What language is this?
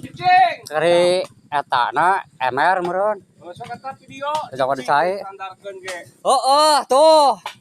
Sundanese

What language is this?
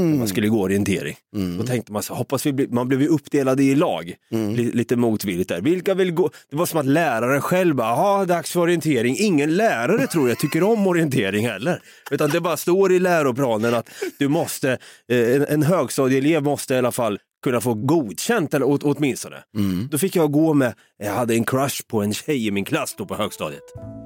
Swedish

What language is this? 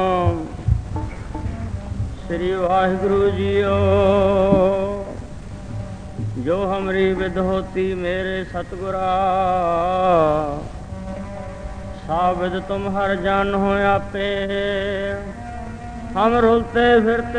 Punjabi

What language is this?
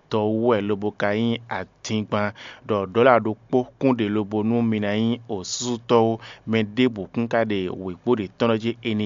Fon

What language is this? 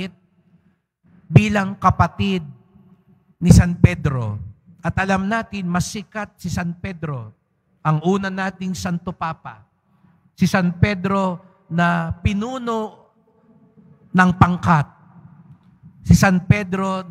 Filipino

